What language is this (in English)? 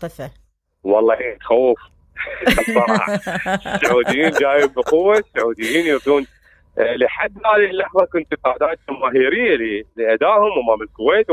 Mesopotamian Arabic